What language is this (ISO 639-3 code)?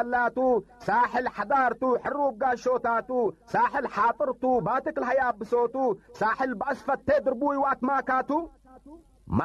tig